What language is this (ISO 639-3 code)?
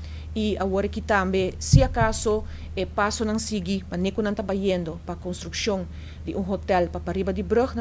pap